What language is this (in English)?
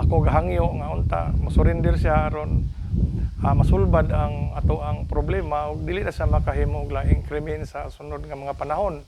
Cebuano